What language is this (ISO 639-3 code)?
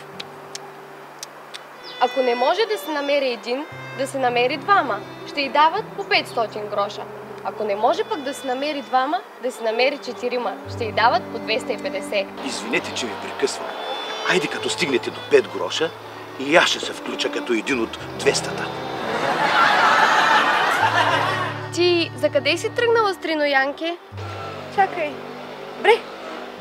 bul